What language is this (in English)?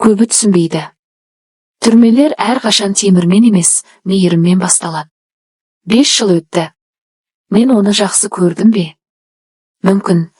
Kazakh